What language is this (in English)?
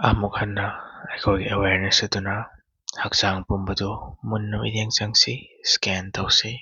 Manipuri